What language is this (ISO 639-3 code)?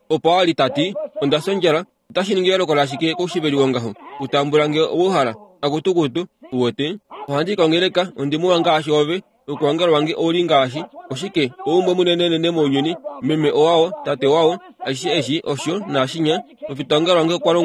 kua